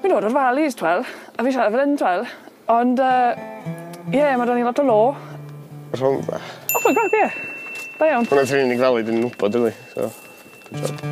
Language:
Welsh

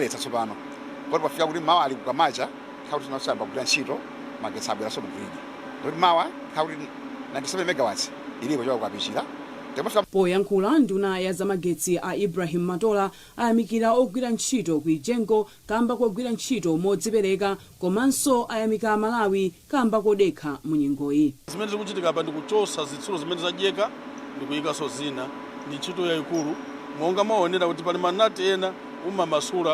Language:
Nyanja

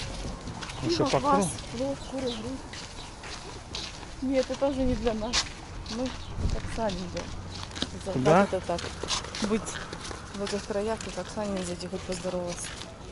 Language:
Russian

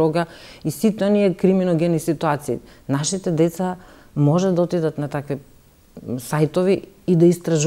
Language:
Macedonian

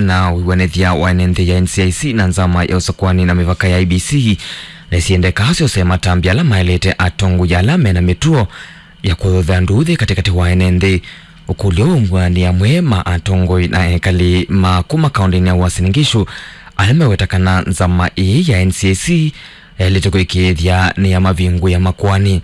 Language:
Kamba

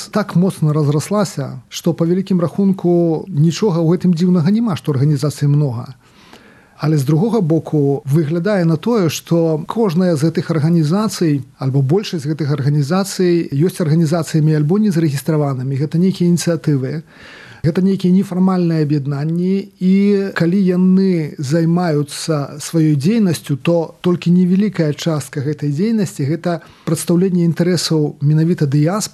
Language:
Belarusian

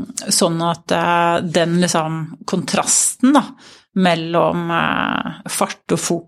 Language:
Norwegian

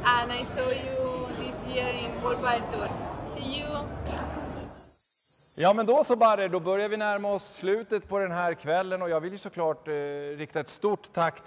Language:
Swedish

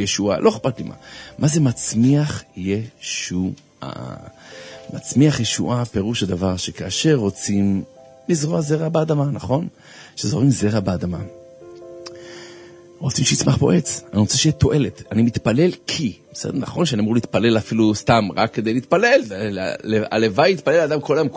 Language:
Hebrew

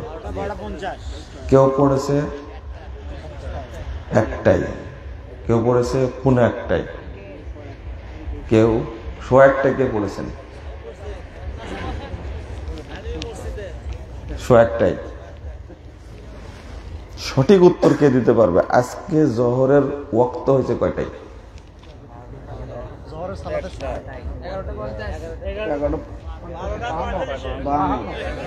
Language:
Bangla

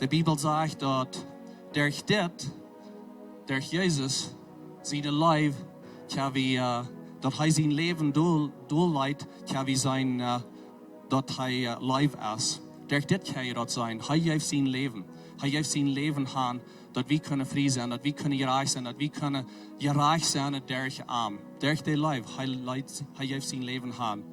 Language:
Plautdietsch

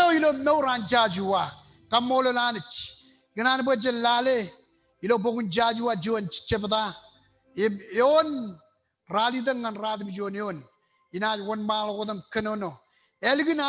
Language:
Marshallese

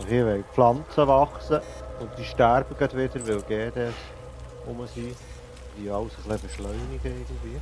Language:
Swiss German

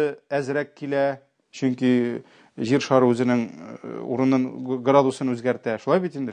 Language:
Tatar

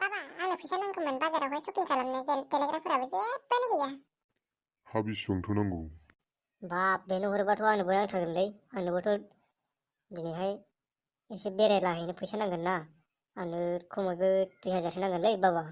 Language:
Bodo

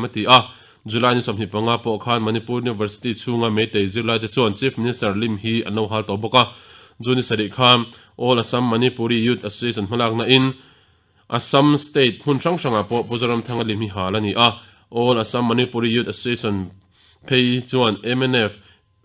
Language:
Mizo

